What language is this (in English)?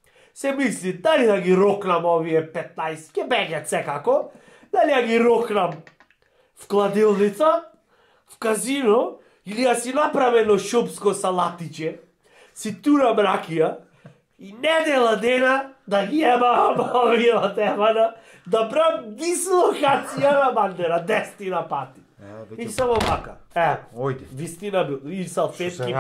Macedonian